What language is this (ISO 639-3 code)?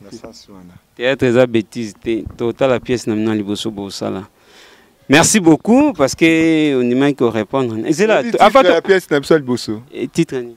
lin